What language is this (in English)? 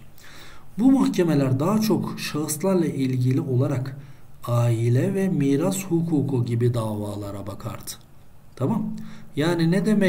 Turkish